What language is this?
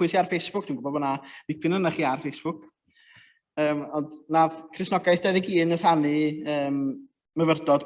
Welsh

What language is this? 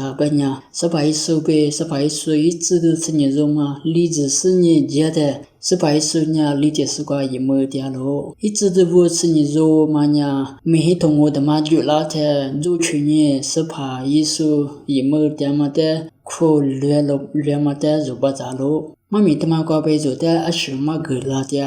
Lisu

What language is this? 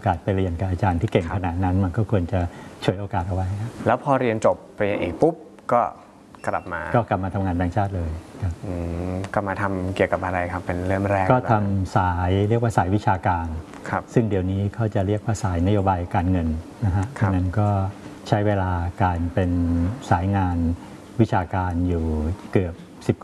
Thai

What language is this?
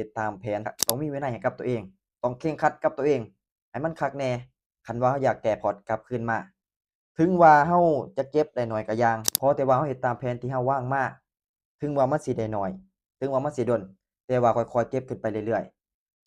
Lao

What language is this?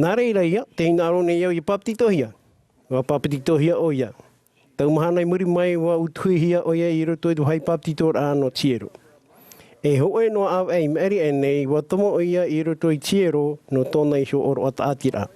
Tahitian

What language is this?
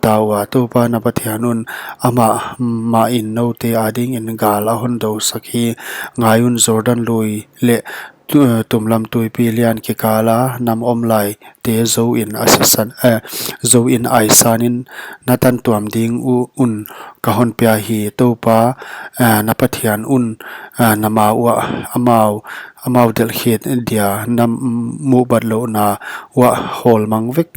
Paite Chin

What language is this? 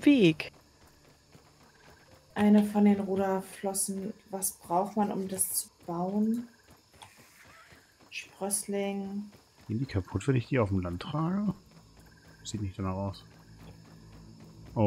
German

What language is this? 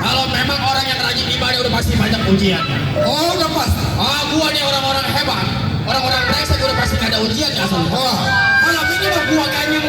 Betawi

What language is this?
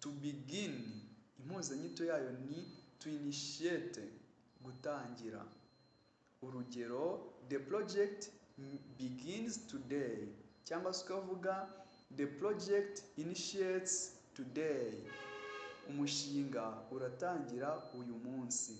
Kinyarwanda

